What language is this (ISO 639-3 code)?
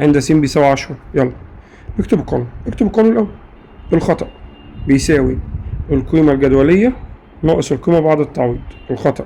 arz